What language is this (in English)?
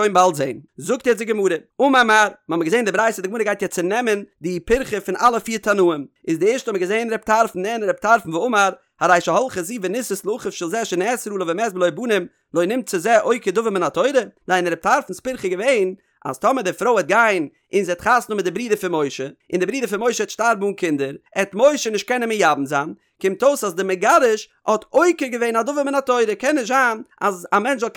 Yiddish